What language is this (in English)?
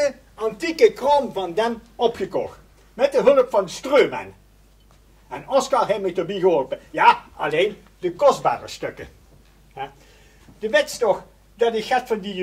Limburgish